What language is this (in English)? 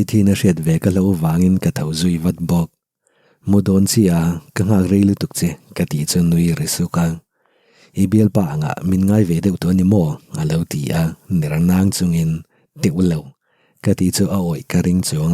Mizo